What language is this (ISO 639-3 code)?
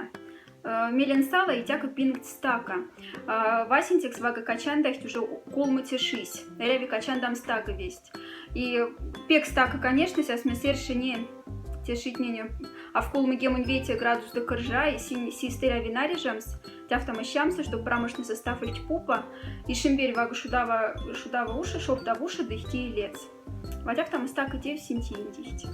mdf